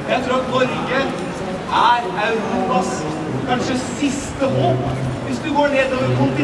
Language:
Norwegian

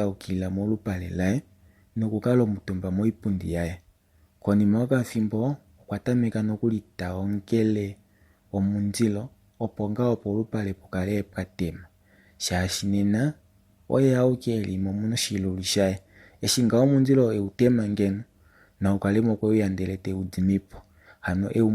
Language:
Kuanyama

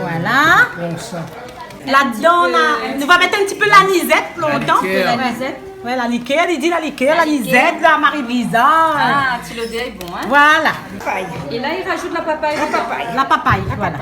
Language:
Réunion Creole French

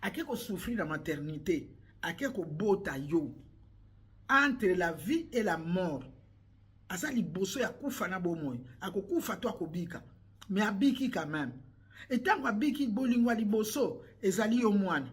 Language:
Lingala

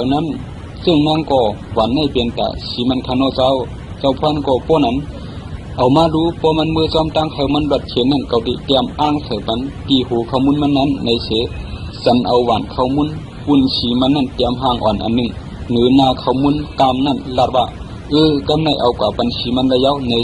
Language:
Shan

